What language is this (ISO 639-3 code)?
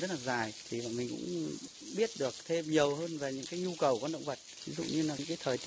vie